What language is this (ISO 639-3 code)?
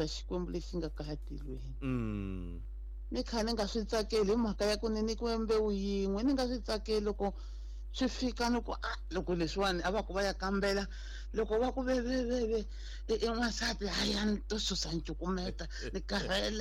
tso